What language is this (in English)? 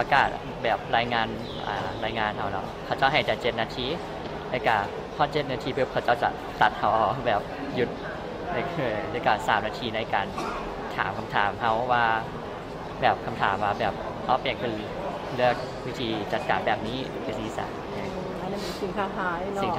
Lao